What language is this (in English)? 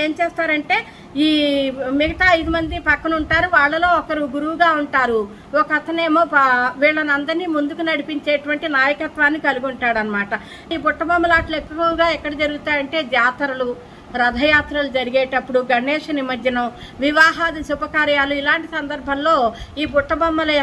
Telugu